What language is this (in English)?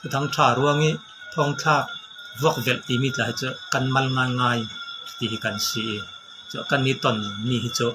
Falam Chin